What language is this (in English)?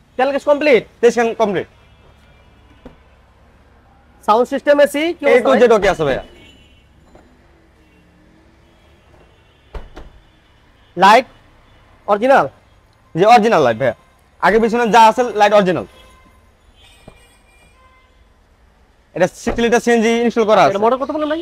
Bangla